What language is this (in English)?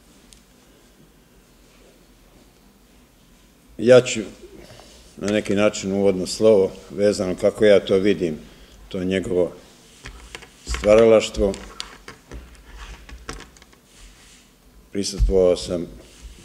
Serbian